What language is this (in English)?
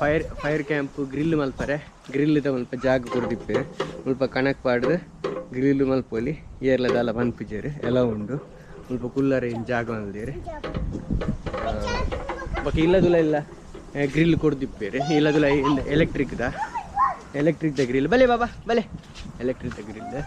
Tulu